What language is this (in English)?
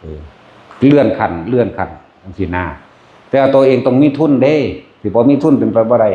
Northeastern Thai